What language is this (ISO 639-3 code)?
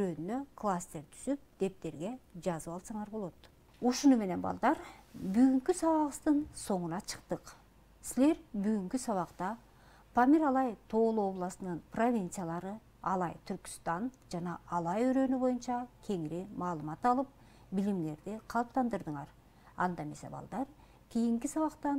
kir